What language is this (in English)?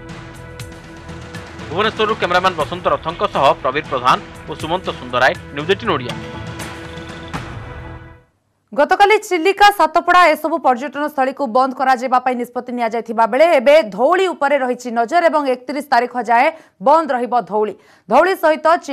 Odia